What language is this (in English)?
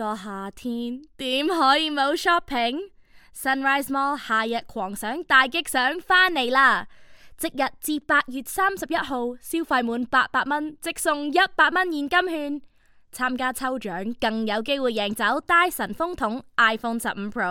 Cantonese